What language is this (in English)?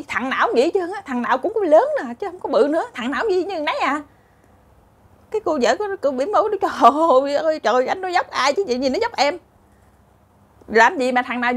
Vietnamese